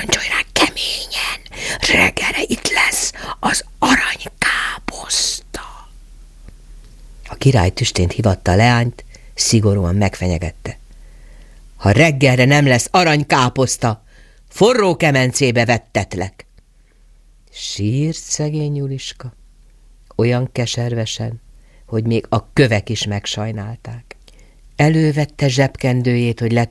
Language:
Hungarian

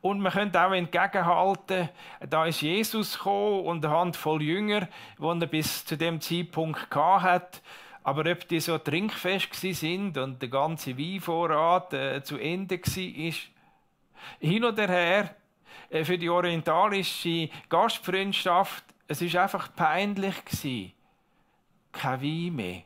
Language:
Swiss German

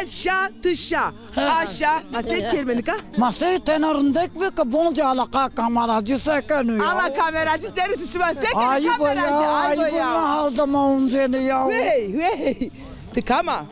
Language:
Zaza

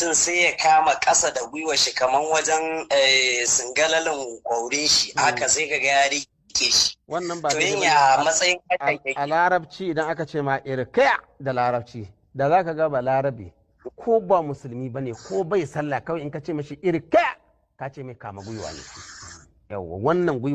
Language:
Hausa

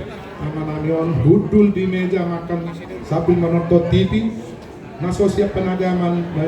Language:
Batak Toba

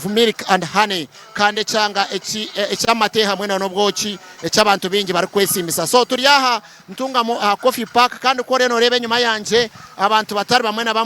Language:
Nyankole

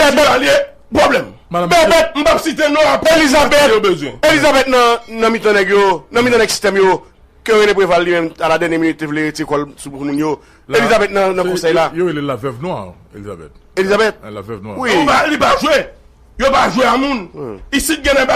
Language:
Haitian Creole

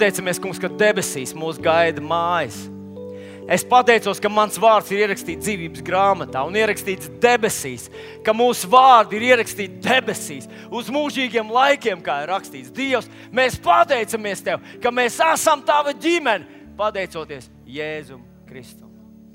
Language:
Latvian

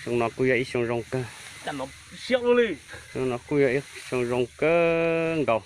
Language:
Hmong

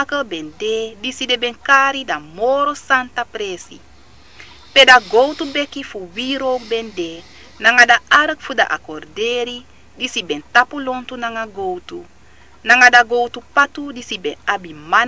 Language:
Sranan Tongo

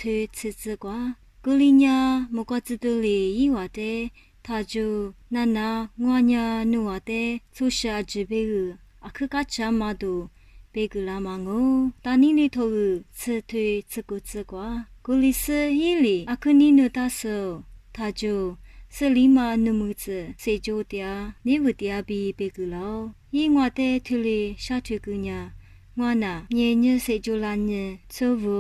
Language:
Lisu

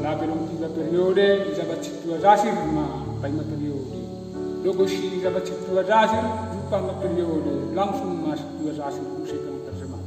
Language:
Batak Simalungun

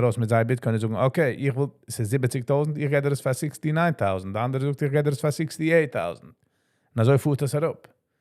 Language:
Yiddish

